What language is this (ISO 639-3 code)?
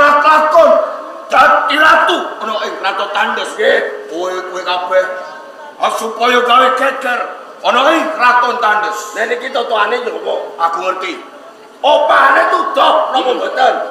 jav